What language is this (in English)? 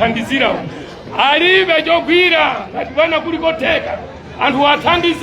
Nyanja